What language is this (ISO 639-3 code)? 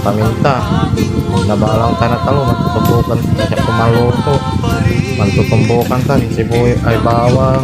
pag